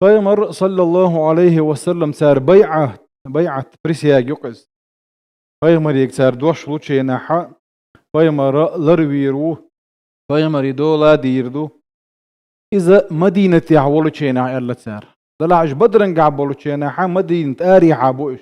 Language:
Chechen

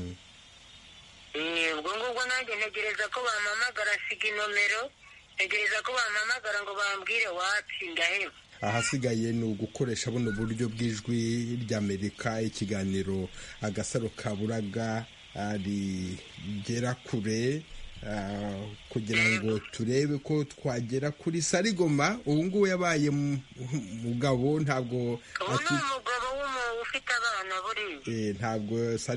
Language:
Kinyarwanda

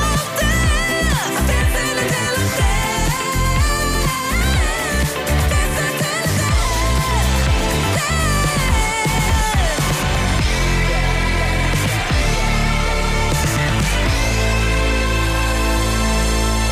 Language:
Dutch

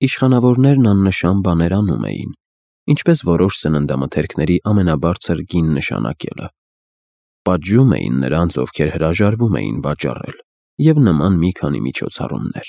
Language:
Armenian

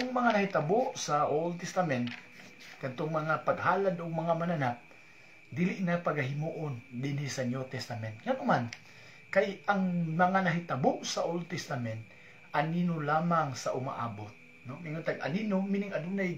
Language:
Cebuano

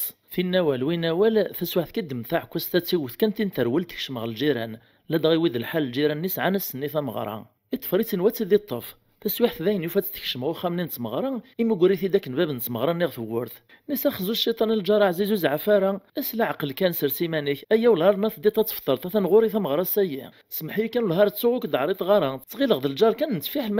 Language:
Kabyle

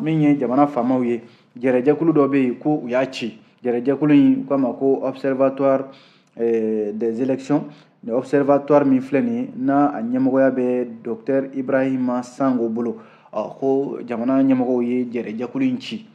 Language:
Bambara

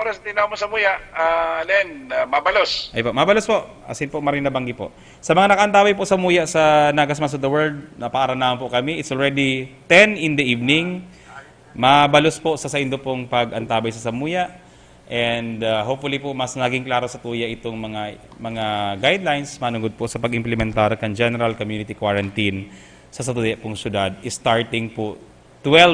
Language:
Bikol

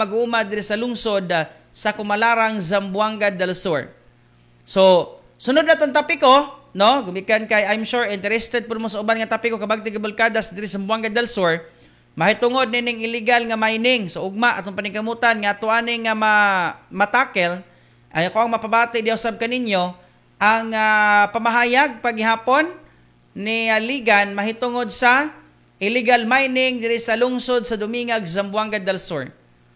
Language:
Cebuano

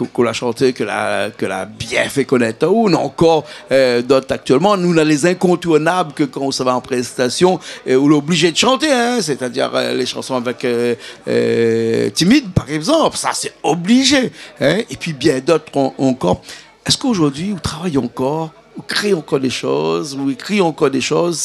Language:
Réunion Creole French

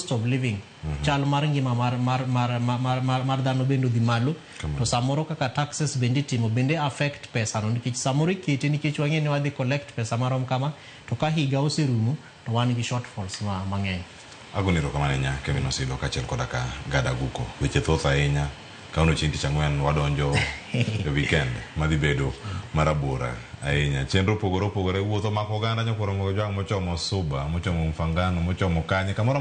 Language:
Luo (Kenya and Tanzania)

